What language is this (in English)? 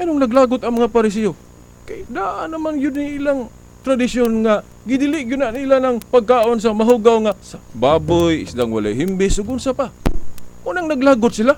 Cebuano